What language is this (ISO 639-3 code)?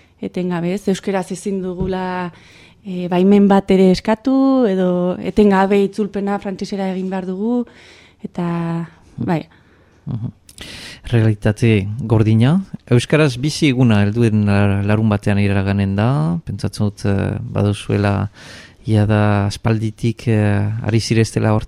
eus